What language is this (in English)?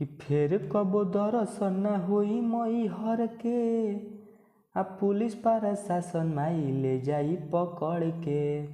Bhojpuri